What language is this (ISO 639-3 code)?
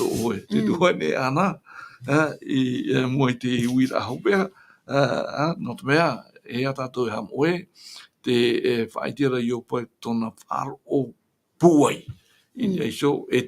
tah